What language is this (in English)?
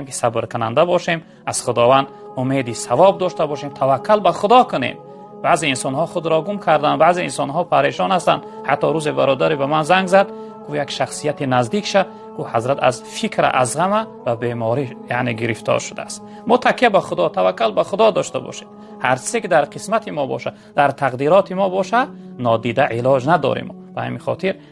Tajik